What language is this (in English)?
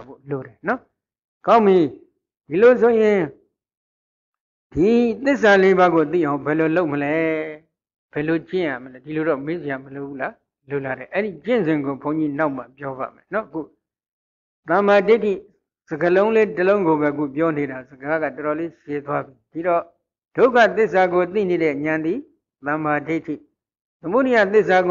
Burmese